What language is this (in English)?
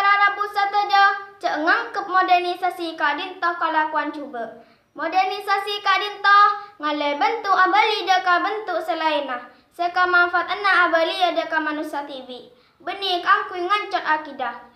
Madurese